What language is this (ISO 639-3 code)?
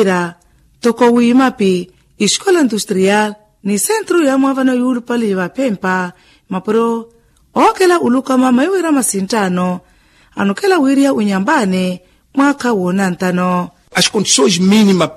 vmw